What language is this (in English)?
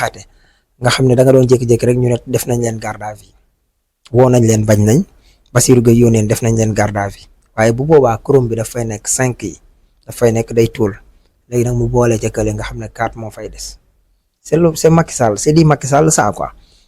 Wolof